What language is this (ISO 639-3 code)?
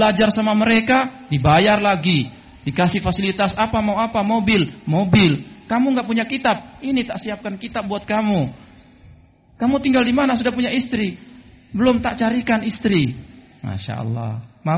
ind